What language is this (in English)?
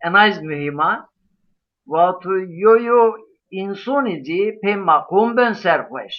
Zaza